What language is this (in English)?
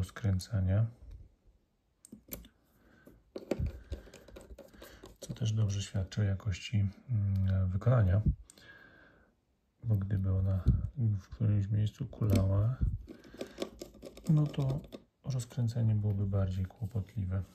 Polish